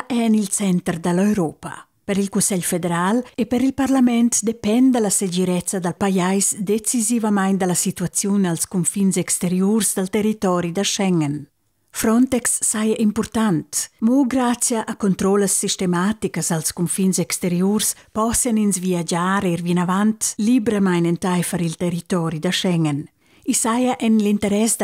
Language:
Romansh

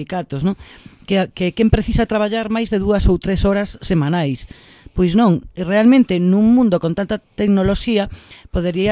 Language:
Galician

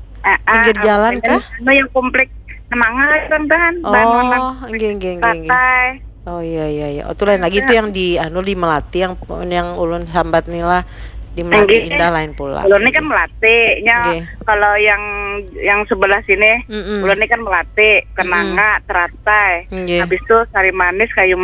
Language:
Banjar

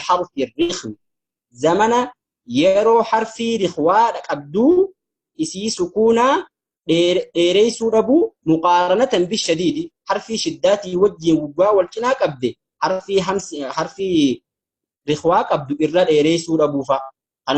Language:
Oromo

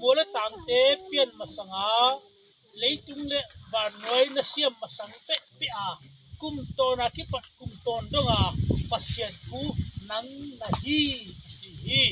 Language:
Tedim Chin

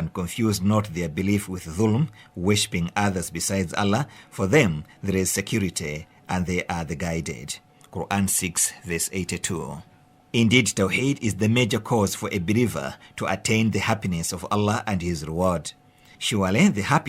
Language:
English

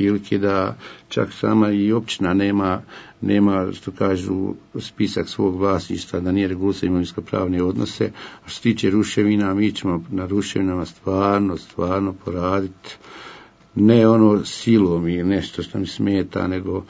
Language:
Bosnian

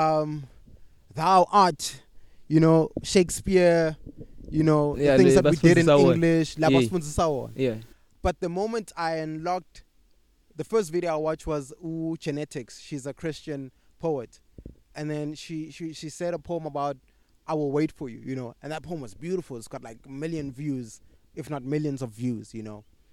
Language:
English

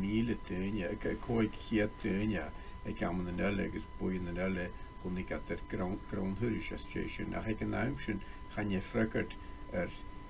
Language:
Scottish Gaelic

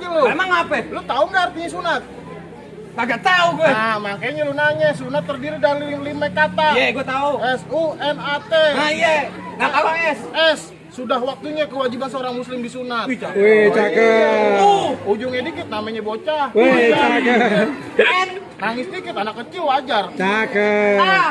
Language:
Betawi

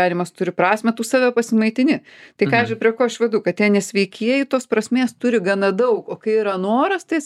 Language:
Lithuanian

